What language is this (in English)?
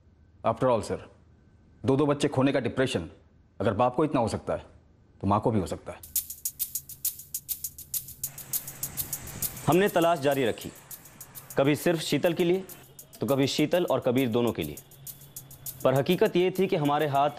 Hindi